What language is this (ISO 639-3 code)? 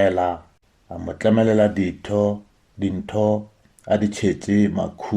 nso